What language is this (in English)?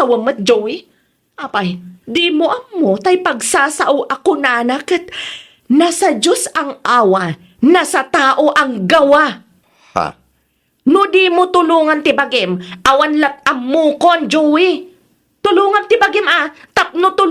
Iloko